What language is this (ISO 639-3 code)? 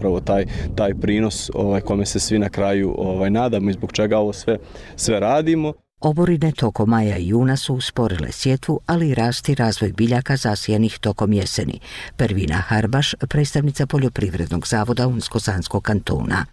bos